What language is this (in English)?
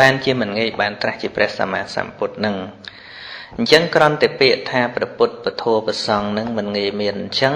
Khmer